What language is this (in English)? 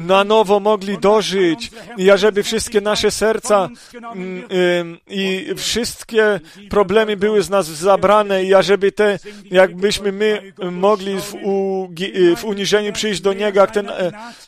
Polish